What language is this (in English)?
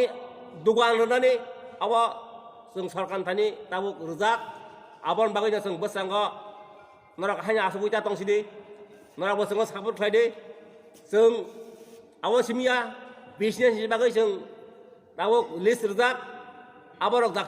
Kok Borok